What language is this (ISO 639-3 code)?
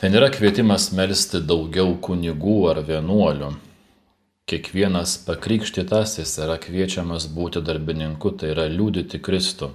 lit